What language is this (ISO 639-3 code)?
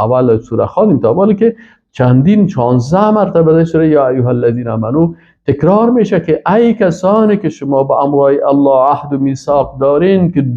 fas